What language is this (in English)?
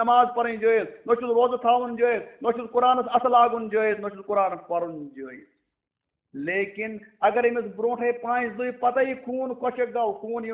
Kashmiri